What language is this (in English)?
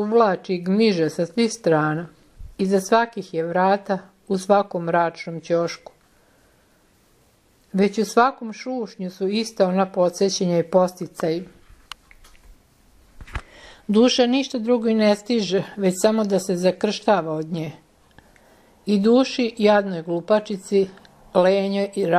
Serbian